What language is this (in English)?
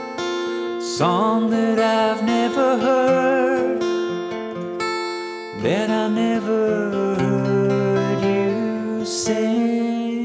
English